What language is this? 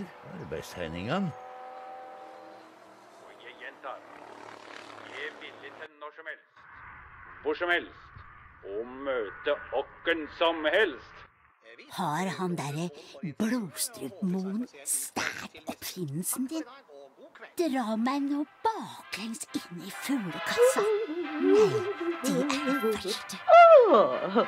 Norwegian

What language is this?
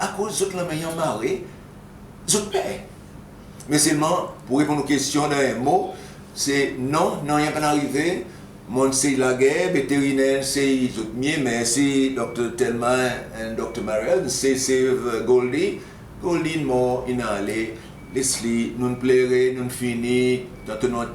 Seselwa Creole French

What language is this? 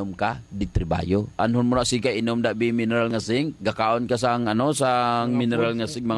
Hiligaynon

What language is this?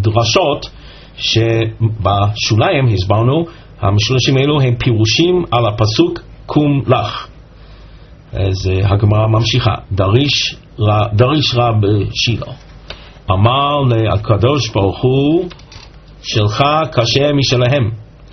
Hebrew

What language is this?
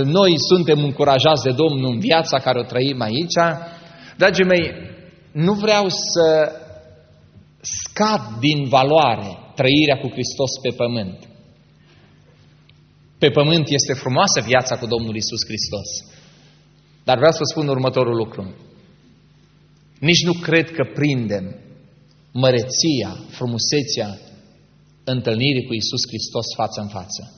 Romanian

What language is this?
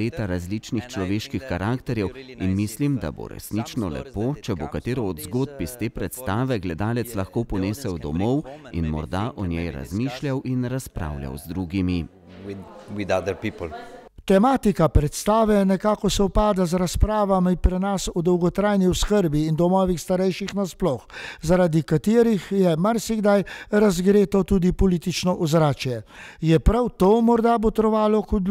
Slovenian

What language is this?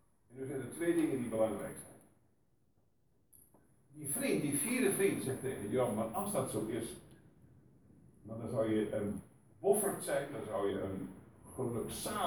Dutch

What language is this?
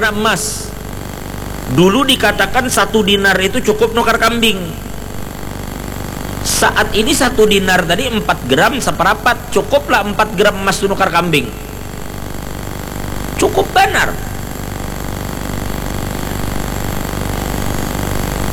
Indonesian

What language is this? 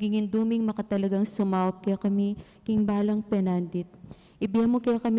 Pampanga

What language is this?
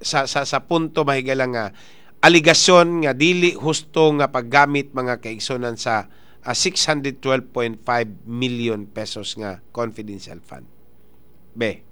Cebuano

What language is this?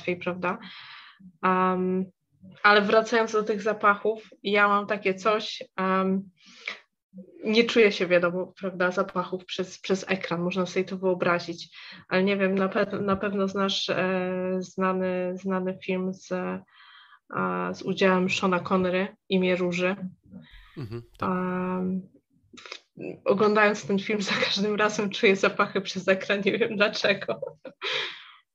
Polish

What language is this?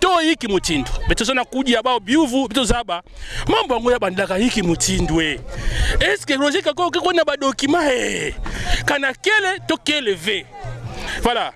Kituba (Democratic Republic of Congo)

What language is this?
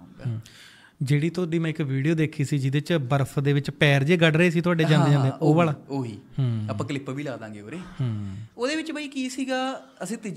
Punjabi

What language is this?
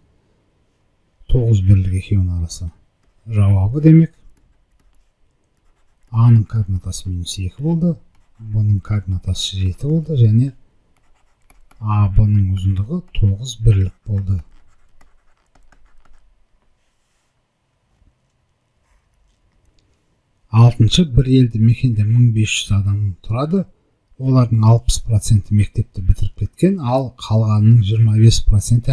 Kazakh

